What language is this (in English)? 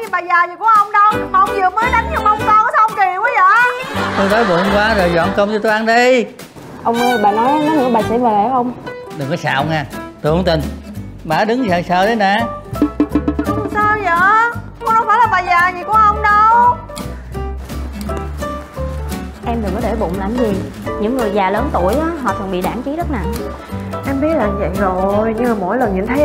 Vietnamese